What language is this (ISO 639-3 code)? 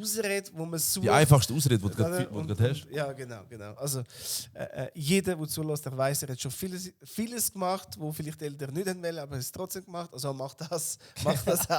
gsw